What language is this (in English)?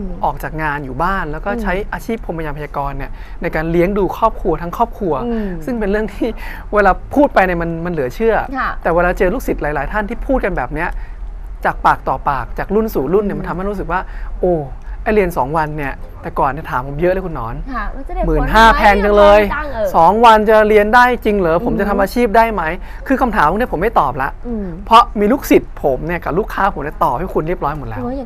Thai